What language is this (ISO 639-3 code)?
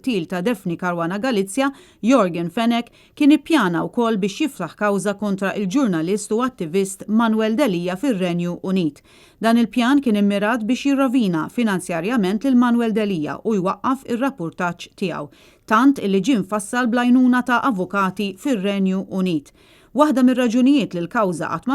mlt